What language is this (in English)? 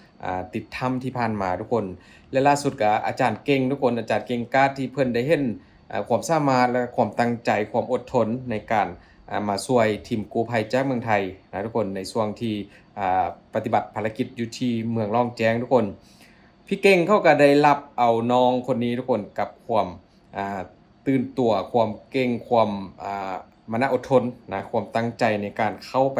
Lao